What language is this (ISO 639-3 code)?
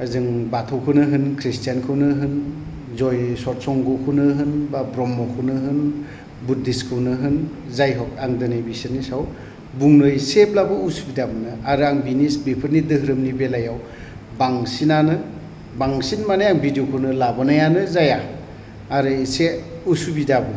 brx